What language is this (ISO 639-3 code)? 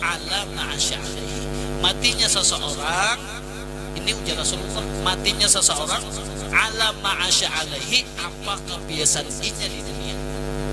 bjn